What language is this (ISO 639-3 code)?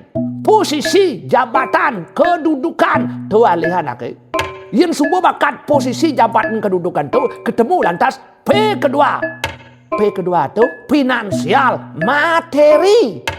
ban